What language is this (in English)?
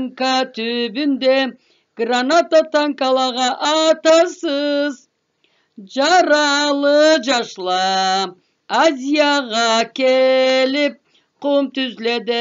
Karachay-Balkar